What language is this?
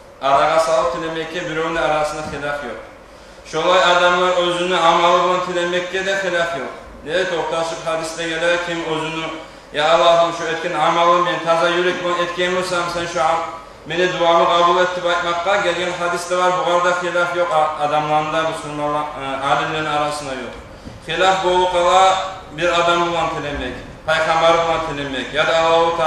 Kumyk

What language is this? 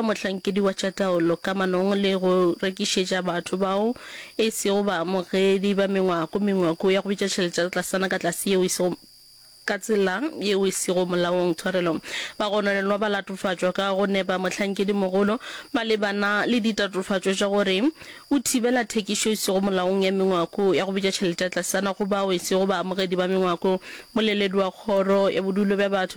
Northern Sotho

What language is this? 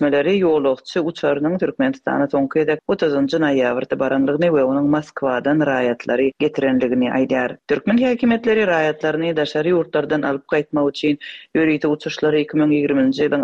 Turkmen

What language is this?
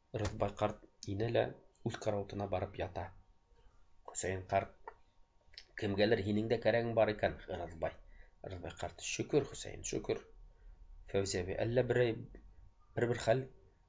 Bashkir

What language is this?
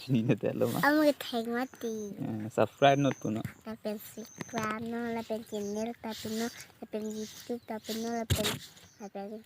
Karbi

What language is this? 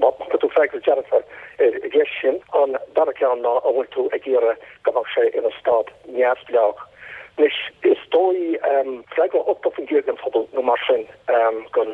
Irish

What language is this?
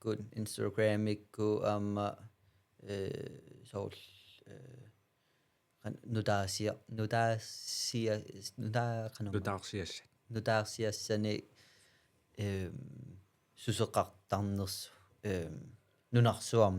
Kalaallisut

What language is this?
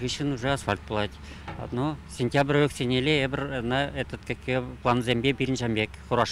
Chuvash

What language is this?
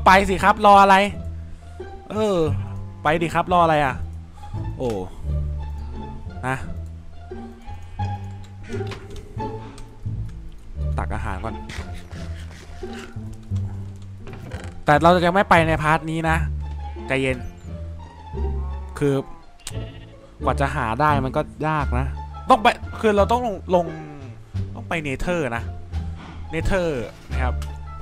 Thai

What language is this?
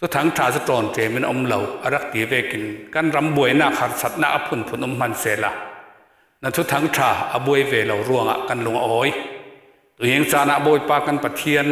Falam Chin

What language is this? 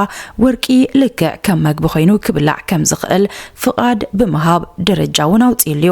Tigrinya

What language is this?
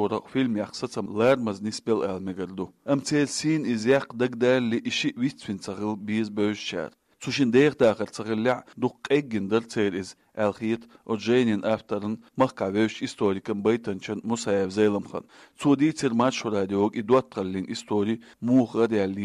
Chechen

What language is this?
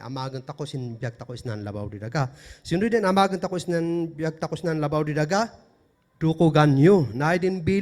Kankanaey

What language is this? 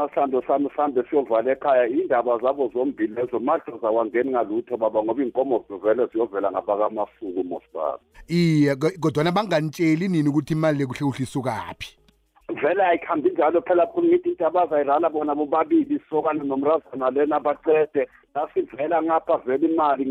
South Ndebele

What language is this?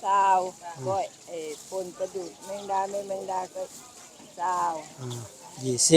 Northeastern Thai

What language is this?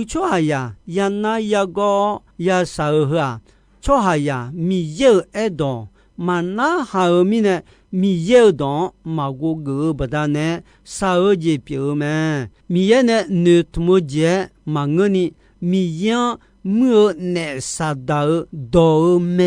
Akha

